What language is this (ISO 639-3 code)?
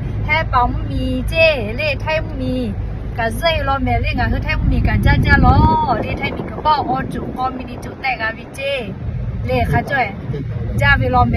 lhu